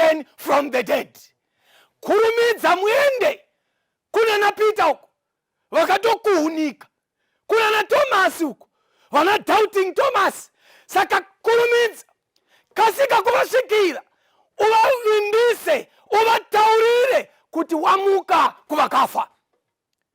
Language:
Shona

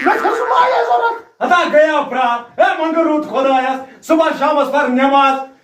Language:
Kashmiri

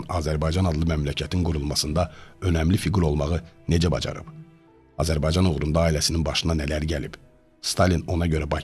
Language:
Azerbaijani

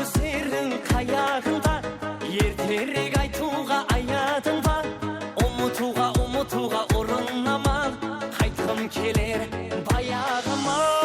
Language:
Kara-Kalpak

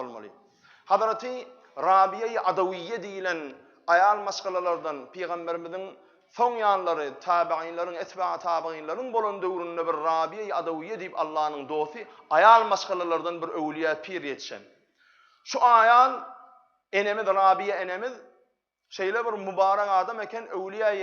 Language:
Turkmen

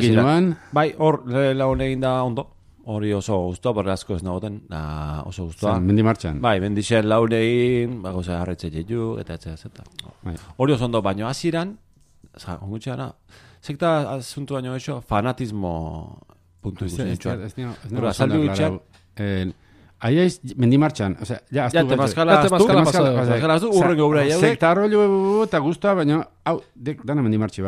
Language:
Basque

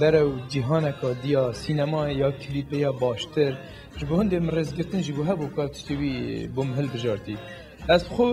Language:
Kurdish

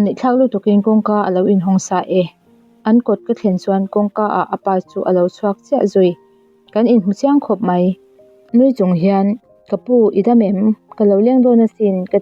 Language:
Mizo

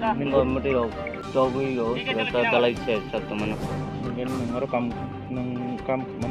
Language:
Kok Borok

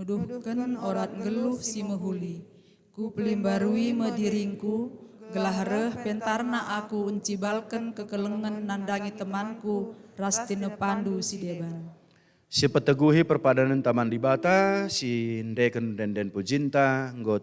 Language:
Batak Karo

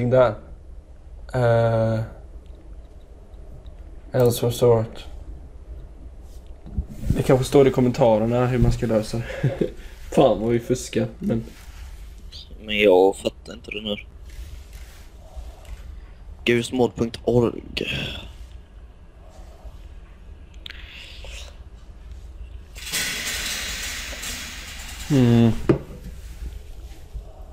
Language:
Swedish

